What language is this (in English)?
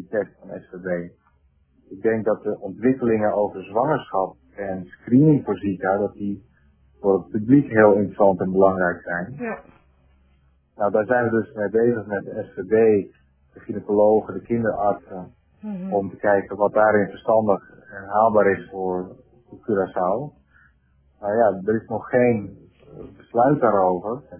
Dutch